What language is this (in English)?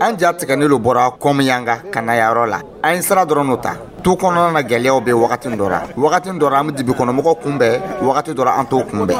Dyula